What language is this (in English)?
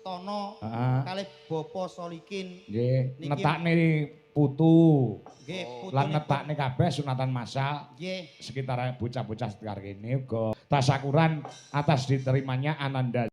Javanese